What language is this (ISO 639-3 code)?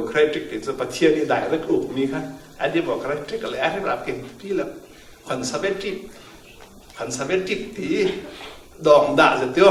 cfm